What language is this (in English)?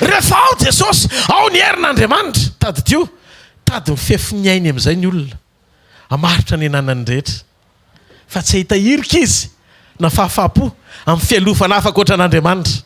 Malagasy